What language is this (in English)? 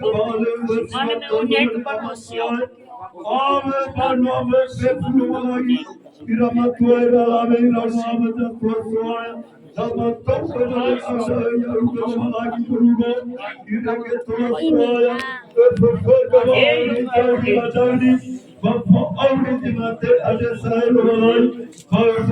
Nias